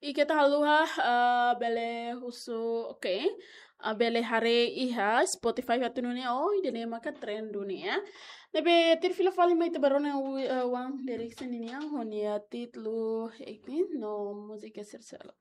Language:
Tetum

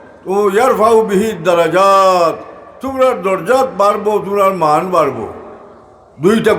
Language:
Sylheti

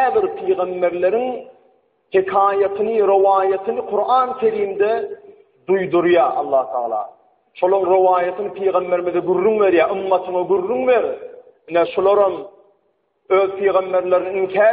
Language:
Turkmen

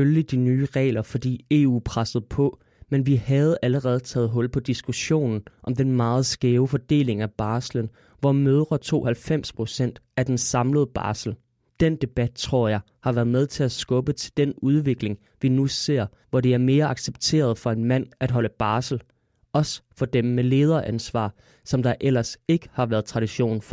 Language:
Danish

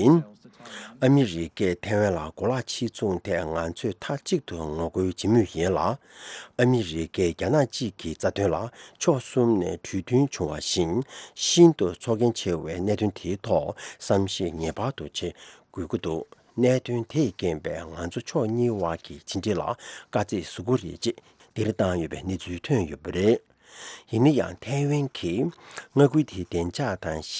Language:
Tibetan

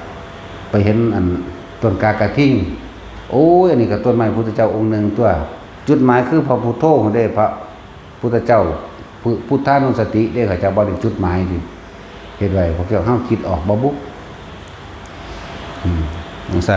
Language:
Lao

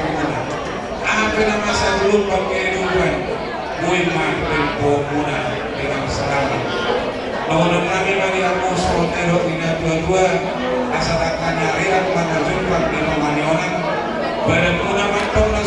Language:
Batak Toba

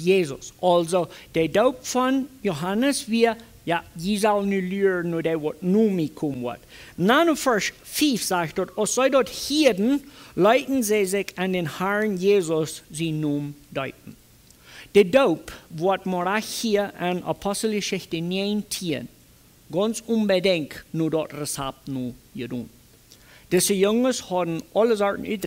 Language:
Plautdietsch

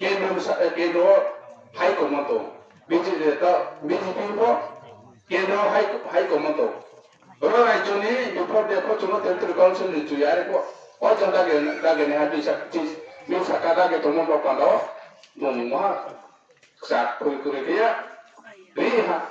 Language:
Riang (India)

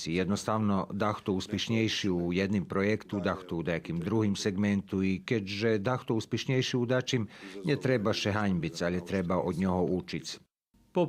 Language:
Rusyn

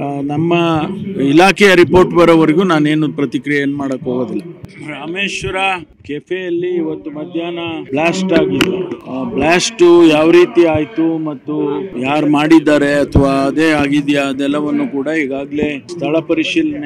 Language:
Kannada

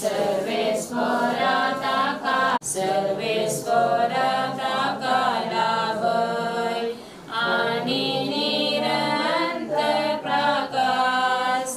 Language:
Konkani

